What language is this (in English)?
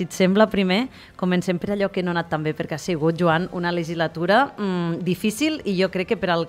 Catalan